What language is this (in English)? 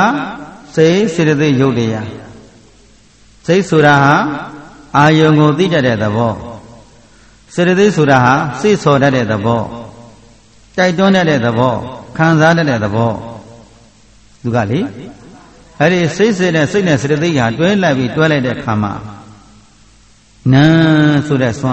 Burmese